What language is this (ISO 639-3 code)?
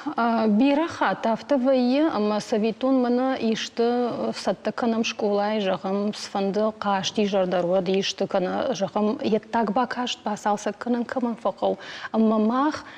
oss